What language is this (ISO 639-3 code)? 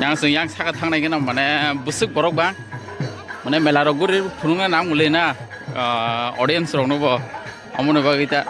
trp